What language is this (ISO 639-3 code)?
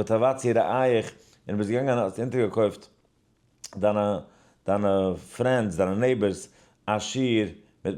yid